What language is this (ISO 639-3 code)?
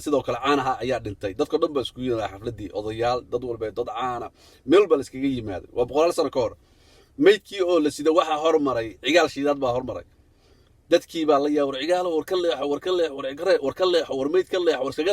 som